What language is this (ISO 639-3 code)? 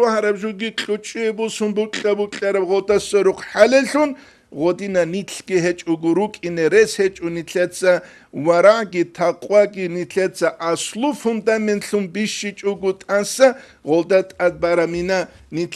ava